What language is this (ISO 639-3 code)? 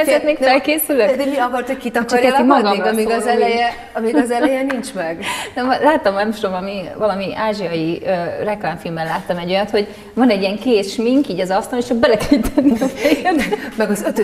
hun